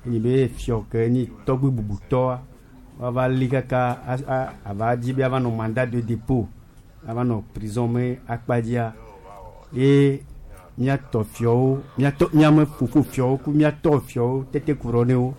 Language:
Gen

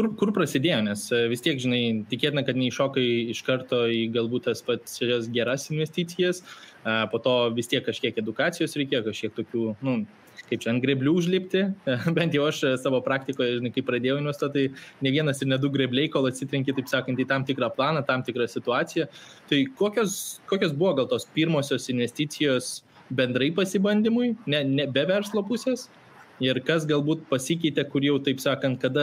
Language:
Lithuanian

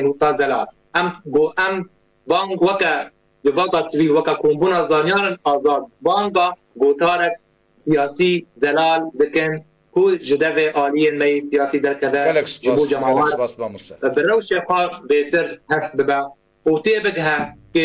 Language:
Kurdish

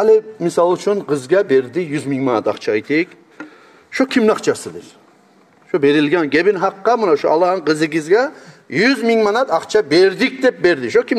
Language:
Kumyk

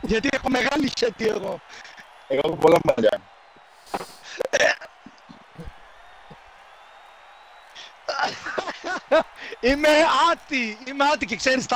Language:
Greek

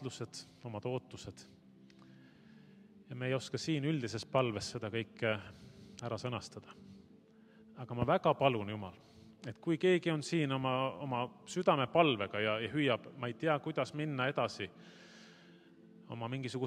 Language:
Estonian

